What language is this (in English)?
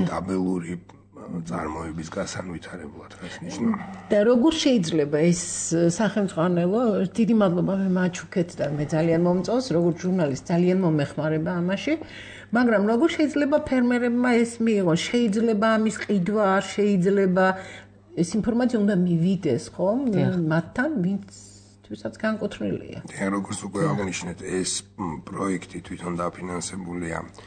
Georgian